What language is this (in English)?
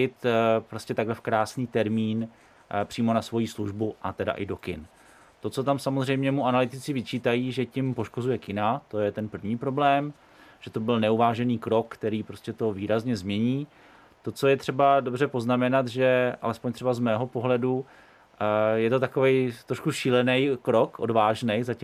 Czech